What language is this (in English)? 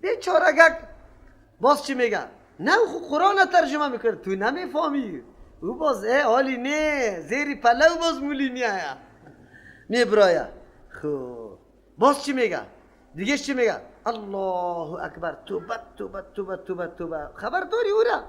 Persian